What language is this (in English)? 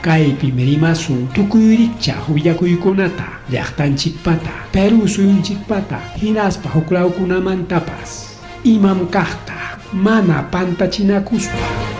Ayacucho Quechua